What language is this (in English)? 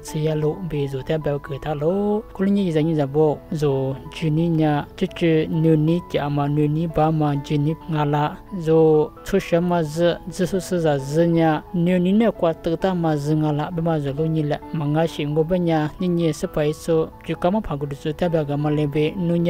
Lisu